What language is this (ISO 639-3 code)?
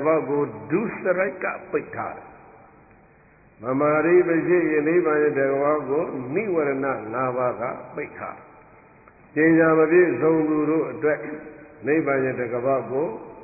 mya